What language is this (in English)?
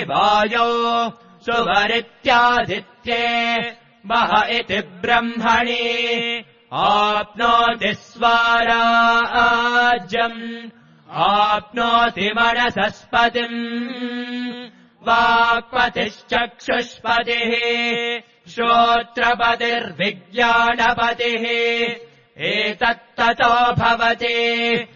Sanskrit